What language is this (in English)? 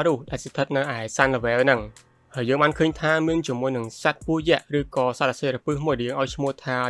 Khmer